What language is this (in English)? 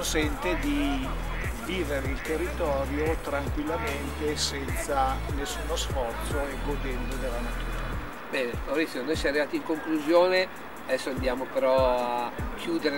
Italian